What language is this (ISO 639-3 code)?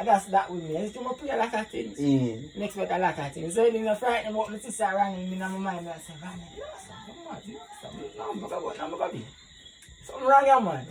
jam